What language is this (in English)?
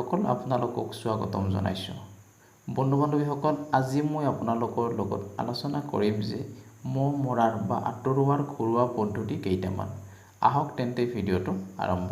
Assamese